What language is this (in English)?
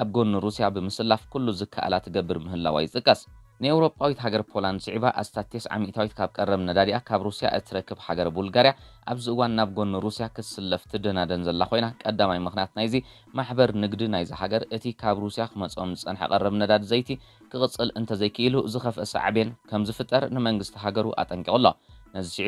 Tigrinya